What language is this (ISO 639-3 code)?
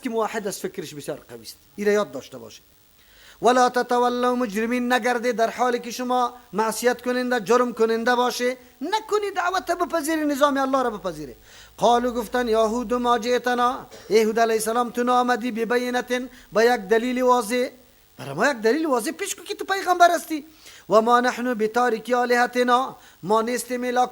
fas